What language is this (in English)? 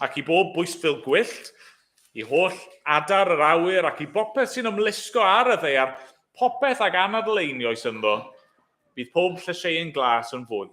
Welsh